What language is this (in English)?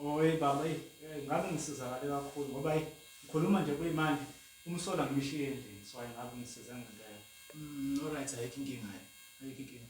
Zulu